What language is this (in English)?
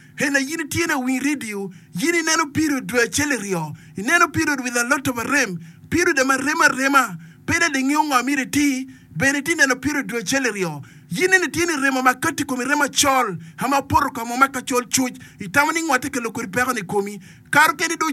Acoli